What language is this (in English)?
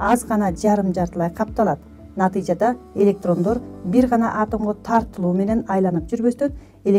Kyrgyz